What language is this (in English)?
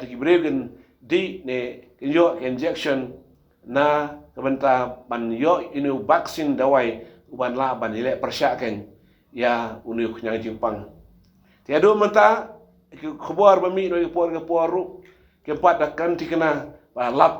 Khasi